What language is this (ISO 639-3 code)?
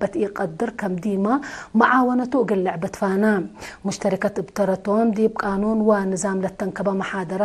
tig